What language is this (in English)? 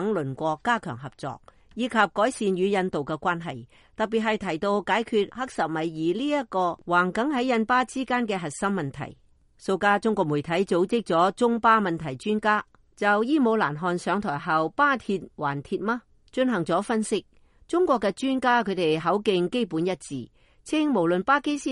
Cantonese